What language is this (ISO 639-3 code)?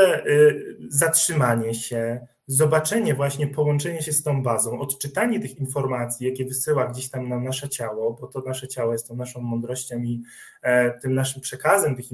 pol